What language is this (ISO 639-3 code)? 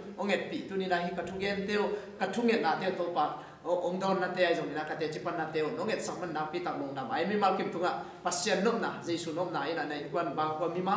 ctd